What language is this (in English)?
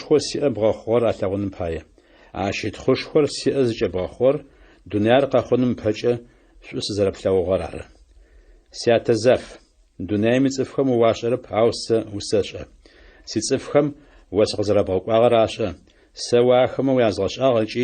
Adyghe